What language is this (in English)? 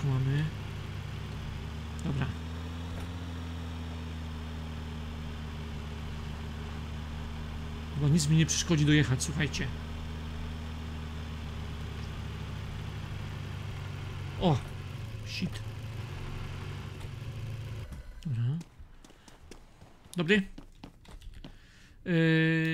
Polish